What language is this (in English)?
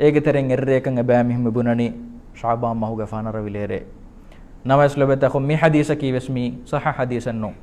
Divehi